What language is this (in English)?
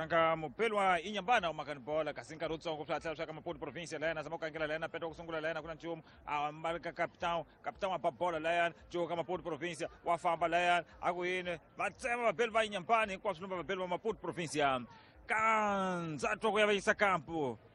Tsonga